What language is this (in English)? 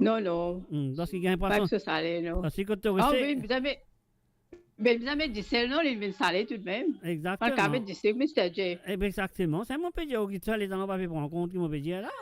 Morisyen